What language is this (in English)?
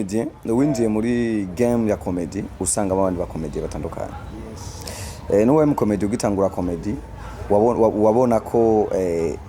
Rundi